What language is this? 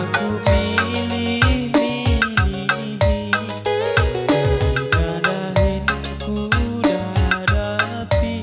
Batak Karo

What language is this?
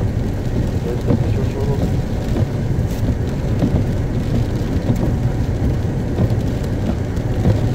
Dutch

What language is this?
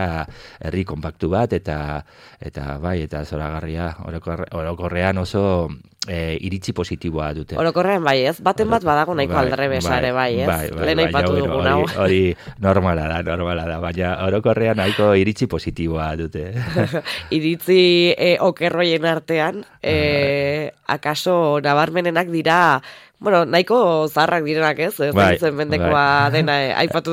Basque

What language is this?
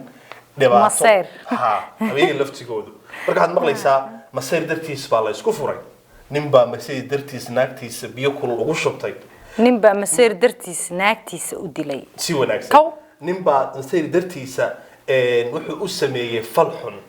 Somali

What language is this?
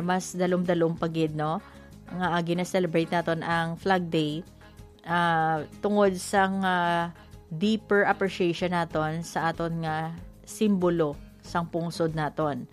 Hiligaynon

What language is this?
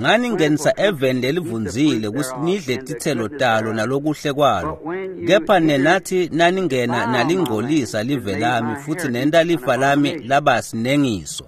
Swati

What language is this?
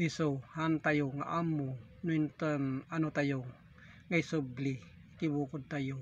Iloko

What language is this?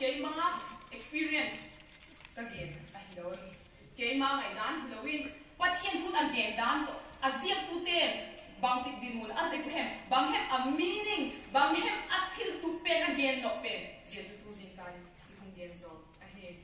Vaiphei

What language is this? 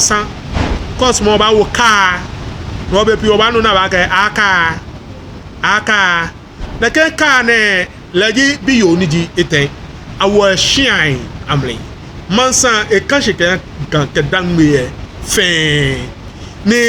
Ga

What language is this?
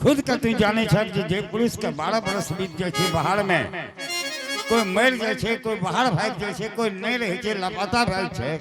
Angika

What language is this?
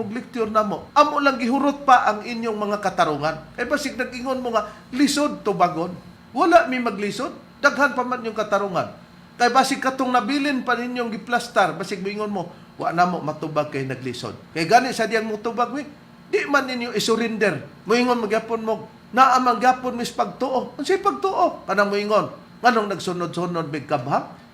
Cebuano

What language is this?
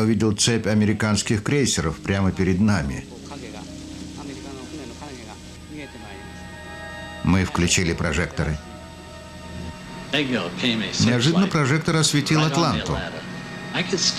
Russian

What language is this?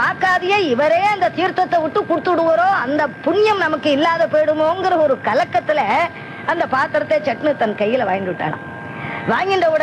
Tamil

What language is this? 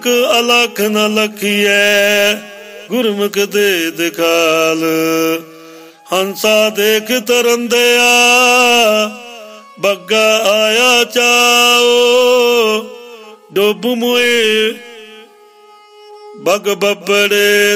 Punjabi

